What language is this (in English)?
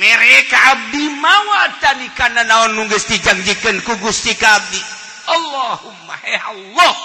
Sundanese